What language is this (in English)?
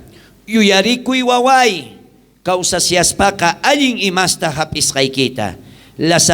South Bolivian Quechua